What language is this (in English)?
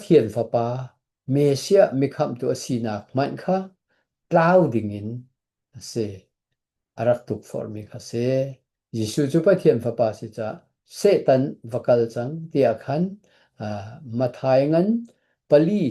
Hakha Chin